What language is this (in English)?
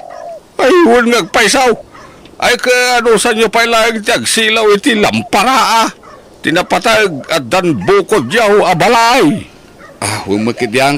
Iloko